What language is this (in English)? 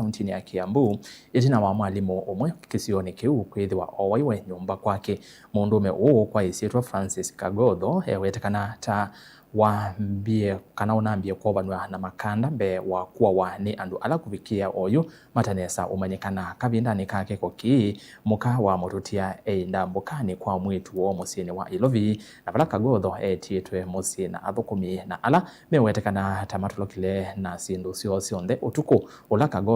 Kamba